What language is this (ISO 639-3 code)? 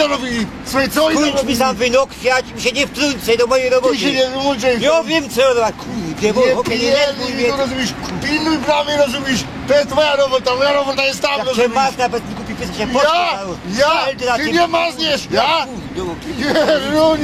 szl